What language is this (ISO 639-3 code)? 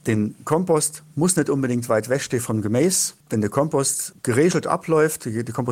ltz